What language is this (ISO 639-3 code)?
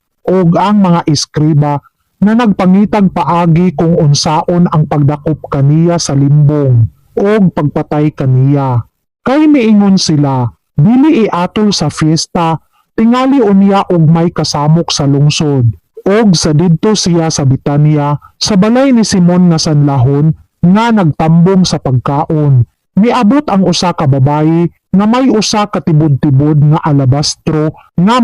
ceb